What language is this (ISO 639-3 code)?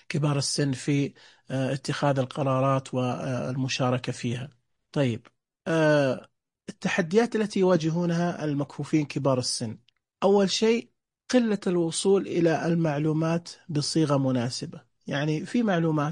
ars